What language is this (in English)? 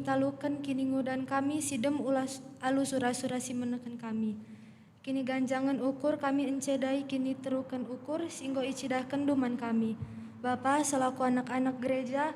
Batak Karo